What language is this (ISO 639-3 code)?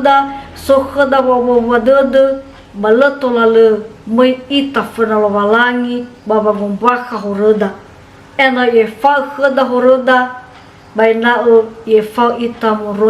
nia